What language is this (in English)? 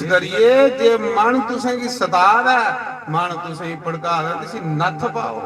Dogri